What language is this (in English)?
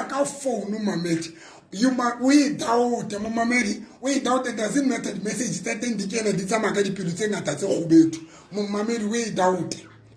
Southern Sotho